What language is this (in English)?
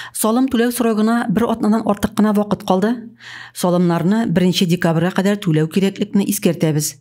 Tatar